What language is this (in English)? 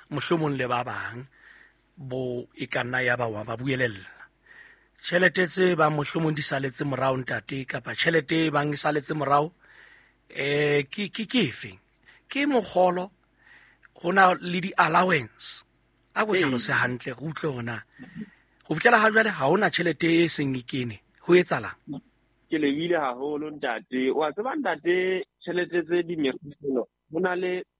Southern Sotho